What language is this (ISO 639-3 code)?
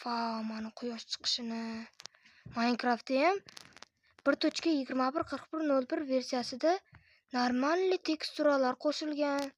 uzb